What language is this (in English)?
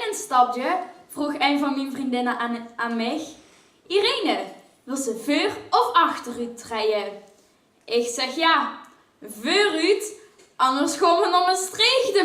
Limburgish